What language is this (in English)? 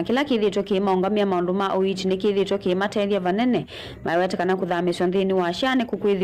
Kamba